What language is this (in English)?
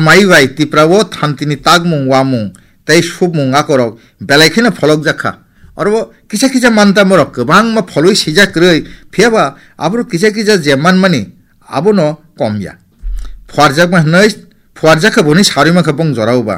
Kok Borok